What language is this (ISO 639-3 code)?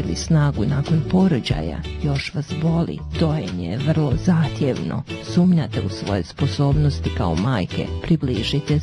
bos